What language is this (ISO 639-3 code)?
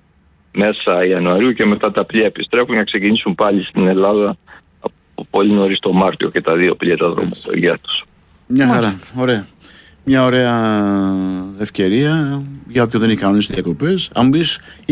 ell